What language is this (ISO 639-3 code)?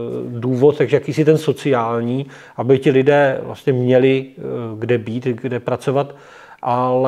ces